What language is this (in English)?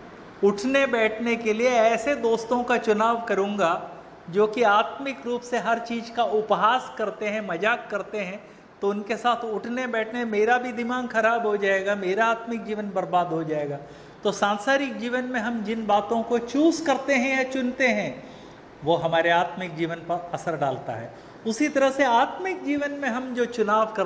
Hindi